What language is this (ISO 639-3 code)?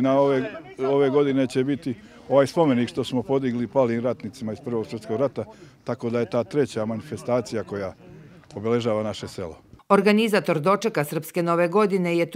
srp